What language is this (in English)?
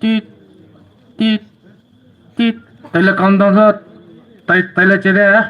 Poumei Naga